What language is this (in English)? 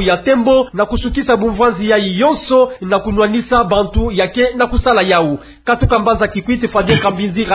Kituba (Democratic Republic of Congo)